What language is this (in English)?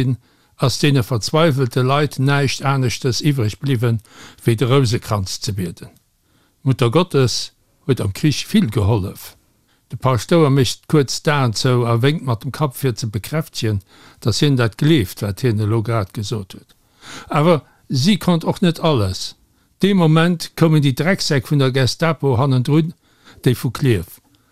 Luxembourgish